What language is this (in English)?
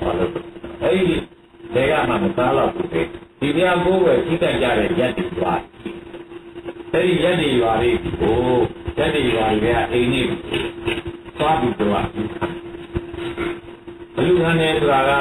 Burmese